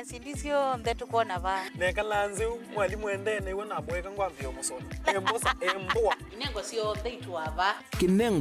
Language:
Kamba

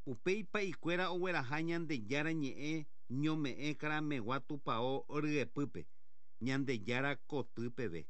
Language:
Guarani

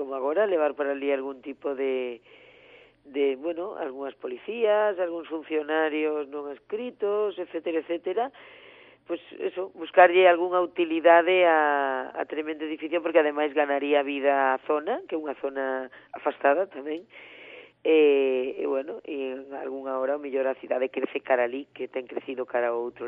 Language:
Galician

